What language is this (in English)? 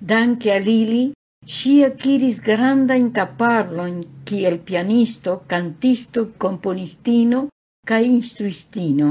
Esperanto